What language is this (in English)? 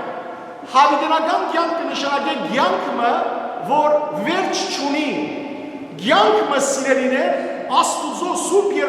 Western Armenian